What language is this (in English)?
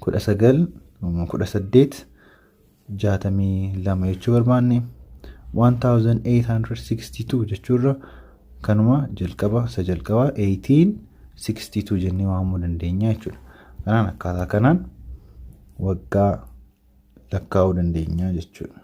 Oromo